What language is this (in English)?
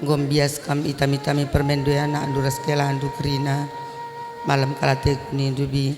Batak Karo